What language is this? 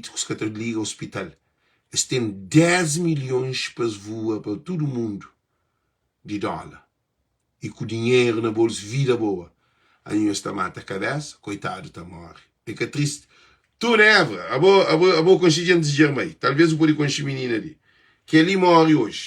Kabuverdianu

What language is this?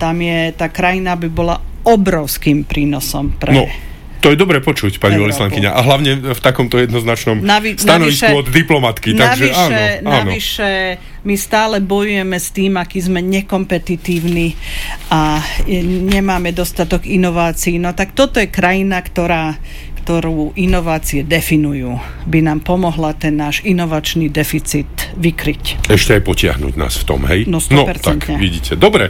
Slovak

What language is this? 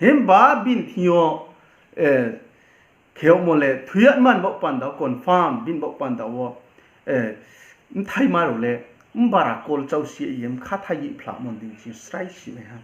Riang (India)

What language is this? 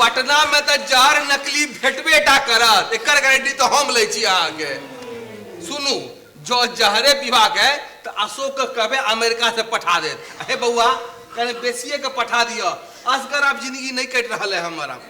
Maithili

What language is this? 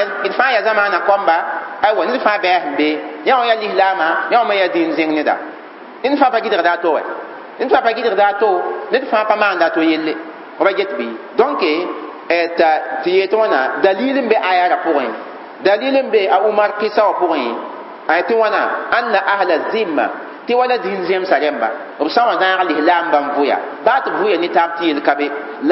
Mossi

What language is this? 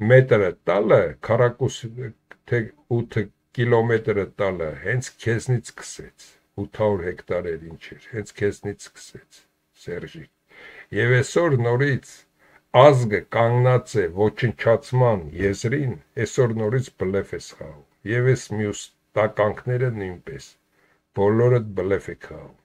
Armenian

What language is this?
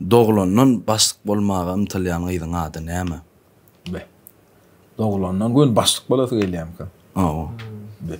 Turkmen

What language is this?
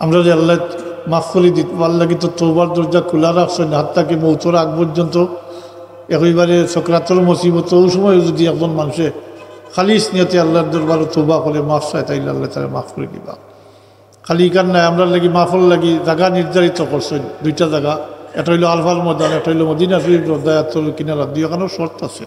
Sylheti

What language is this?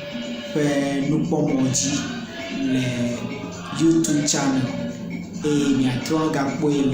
Ewe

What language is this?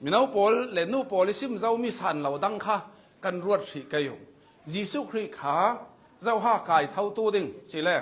Hakha Chin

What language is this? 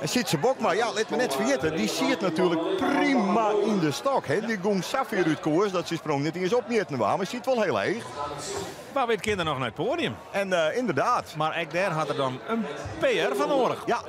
Western Frisian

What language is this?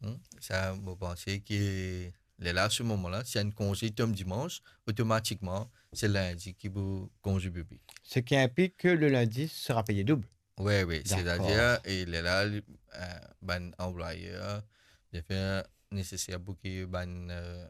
Morisyen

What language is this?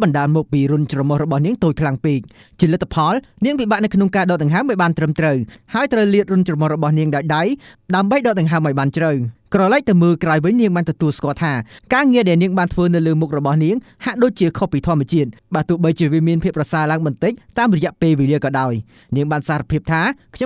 Khmer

